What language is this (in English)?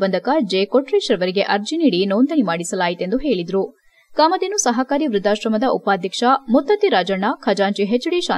Kannada